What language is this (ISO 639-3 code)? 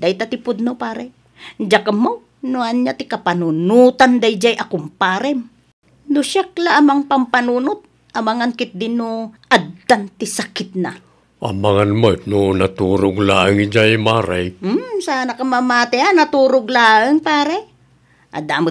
ilo